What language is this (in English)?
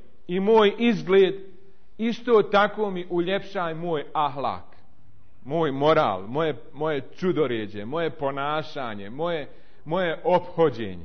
Bosnian